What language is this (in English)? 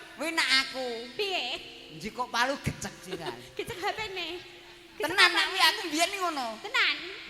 Javanese